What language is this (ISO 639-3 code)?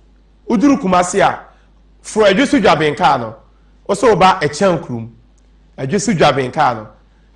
aka